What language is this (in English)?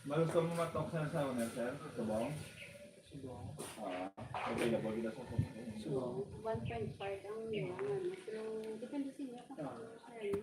Hiligaynon